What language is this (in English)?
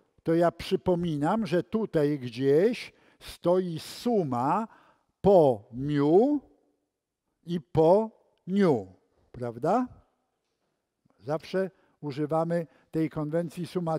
Polish